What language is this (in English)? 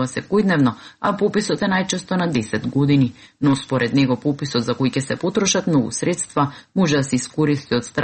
Macedonian